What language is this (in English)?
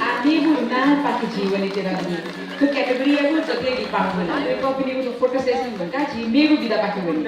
Newari